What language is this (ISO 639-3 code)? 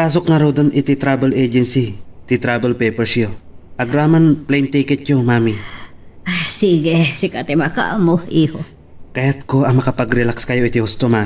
ilo